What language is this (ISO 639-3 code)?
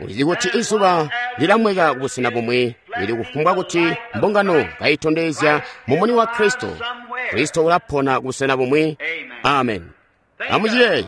toi